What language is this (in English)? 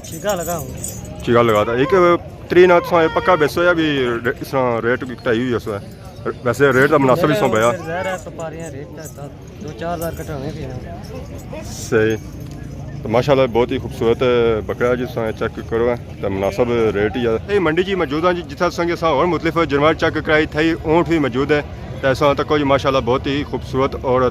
Pahari-Potwari